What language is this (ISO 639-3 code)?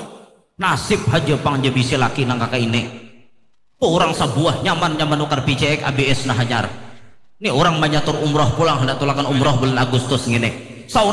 bjn